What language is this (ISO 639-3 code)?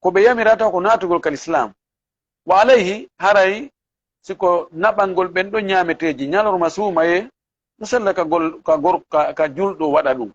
ful